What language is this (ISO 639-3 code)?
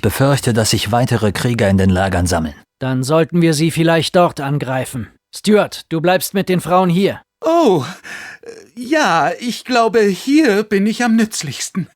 bar